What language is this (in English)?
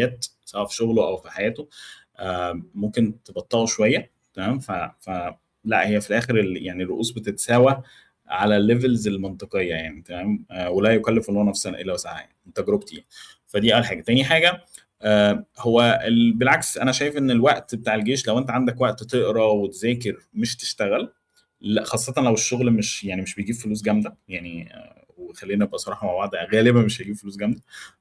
Egyptian Arabic